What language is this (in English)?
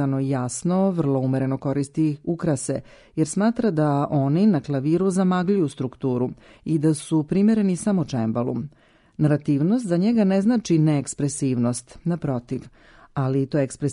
Serbian